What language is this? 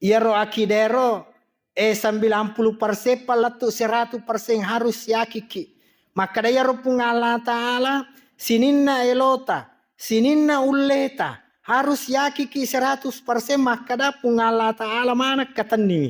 Buginese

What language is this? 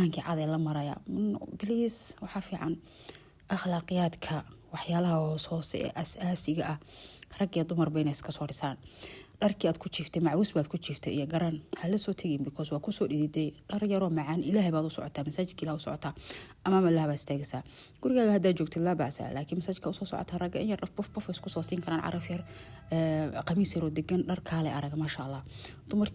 Somali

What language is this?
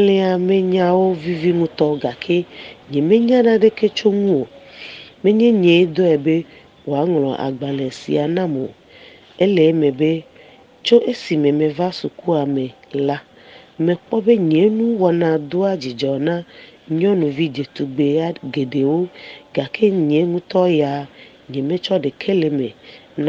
Ewe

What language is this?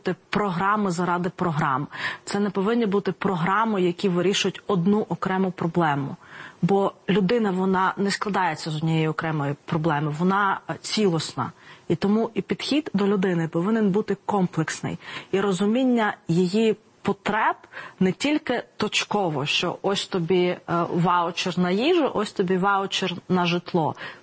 Ukrainian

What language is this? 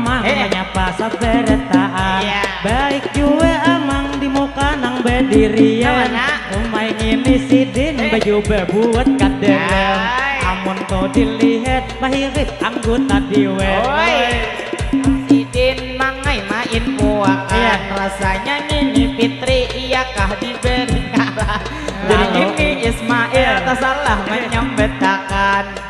Banjar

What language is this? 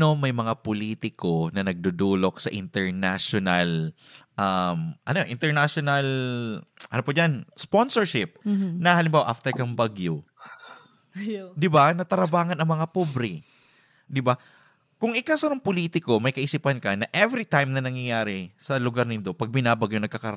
Bikol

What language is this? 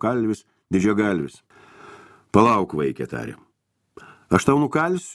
Lithuanian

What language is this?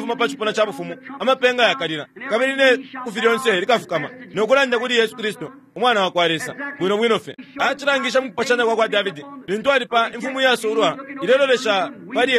Bemba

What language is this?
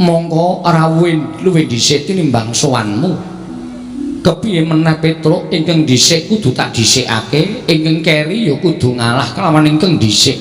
Javanese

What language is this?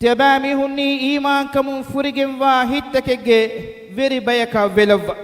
Divehi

